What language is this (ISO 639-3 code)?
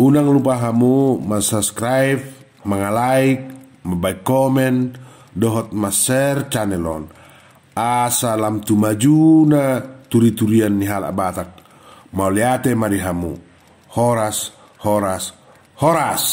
bbc